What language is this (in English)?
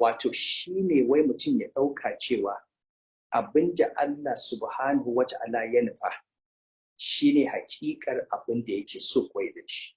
Hausa